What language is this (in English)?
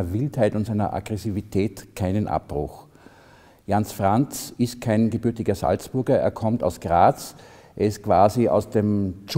German